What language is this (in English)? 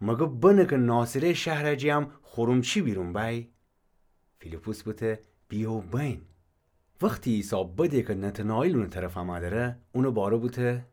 Gilaki